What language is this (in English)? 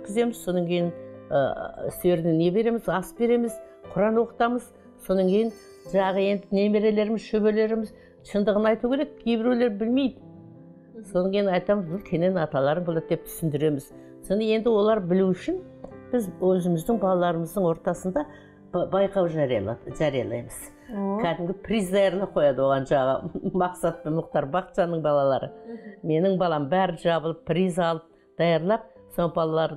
Kazakh